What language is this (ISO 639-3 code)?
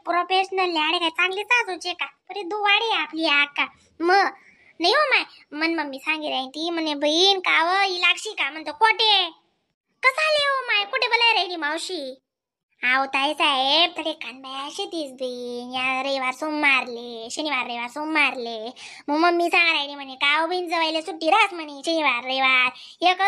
khn